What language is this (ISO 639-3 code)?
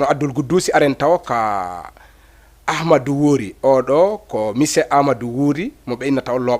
ful